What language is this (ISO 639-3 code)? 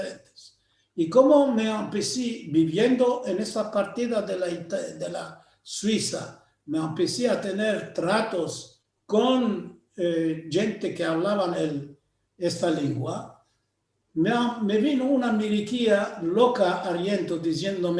lad